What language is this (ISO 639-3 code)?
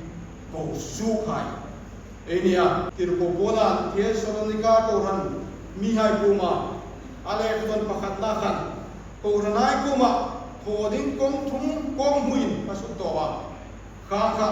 hmr